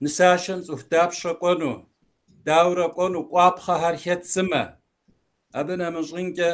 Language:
Kabardian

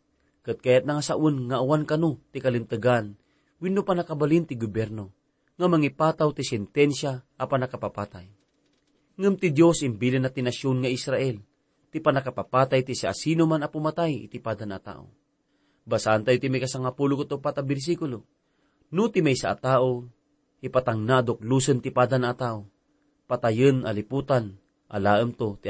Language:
Iloko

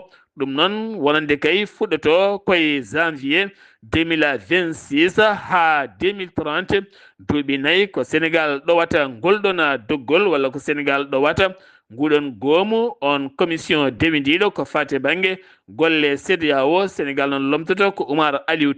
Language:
Fula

